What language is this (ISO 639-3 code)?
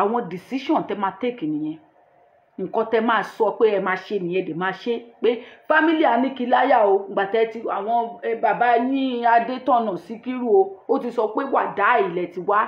yor